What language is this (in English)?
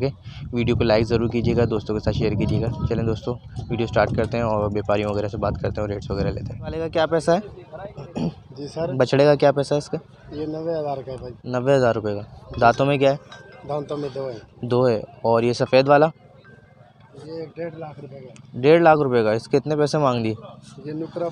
Hindi